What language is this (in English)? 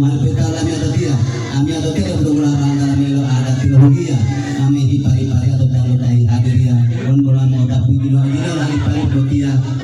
Gorontalo